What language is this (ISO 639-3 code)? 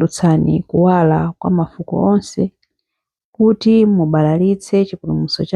nya